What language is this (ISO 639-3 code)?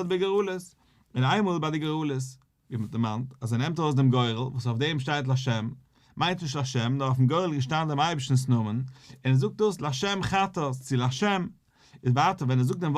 yid